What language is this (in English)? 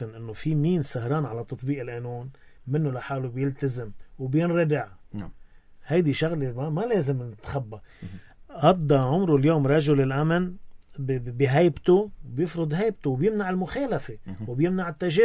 North Levantine Arabic